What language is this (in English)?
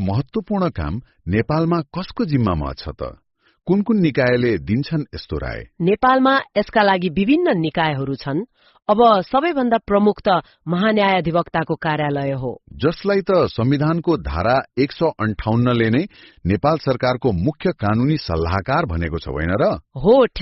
Nepali